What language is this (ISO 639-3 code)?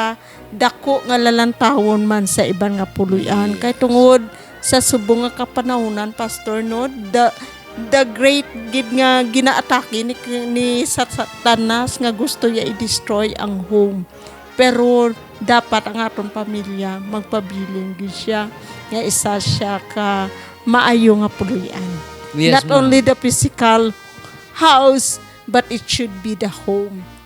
hil